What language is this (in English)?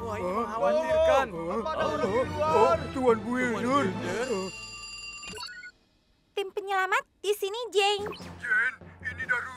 Indonesian